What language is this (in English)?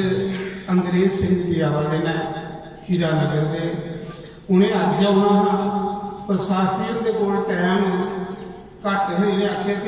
Dogri